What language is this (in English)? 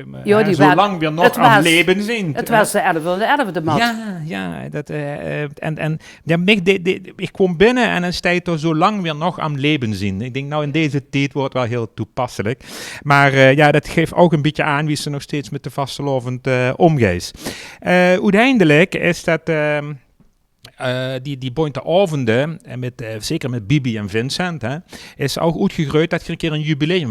Limburgish